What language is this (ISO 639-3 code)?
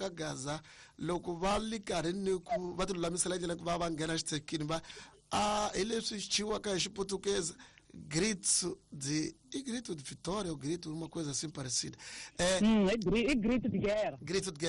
tso